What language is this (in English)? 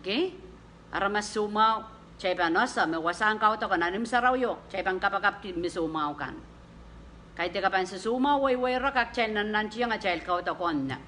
Pohnpeian